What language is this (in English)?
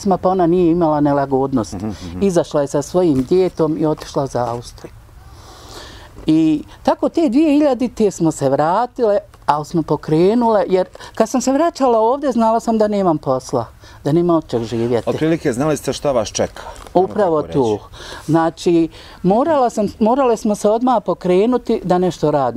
Bosnian